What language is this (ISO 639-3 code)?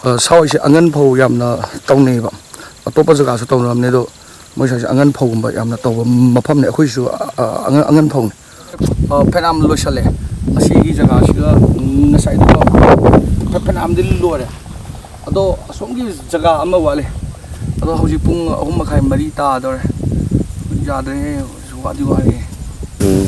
mni